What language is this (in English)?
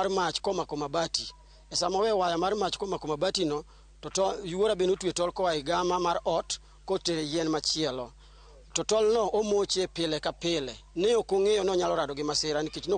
Luo (Kenya and Tanzania)